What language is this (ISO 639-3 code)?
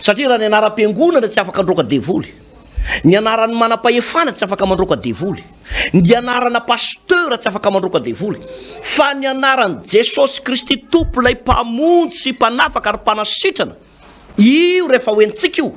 mlg